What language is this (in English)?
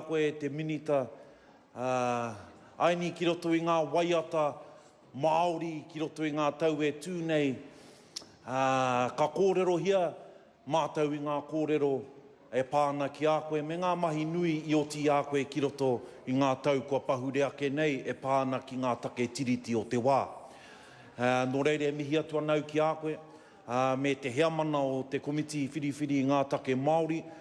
Māori